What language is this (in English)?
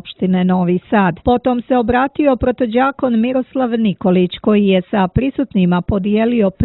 Serbian